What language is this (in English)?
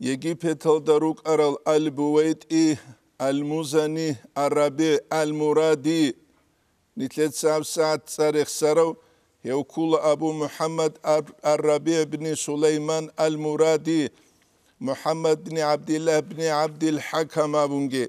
Avaric